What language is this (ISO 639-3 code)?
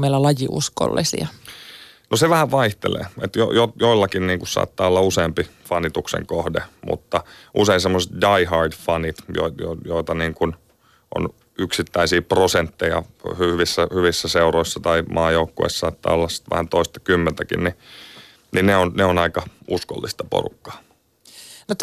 fin